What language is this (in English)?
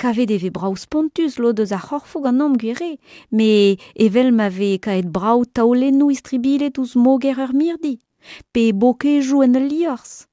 Breton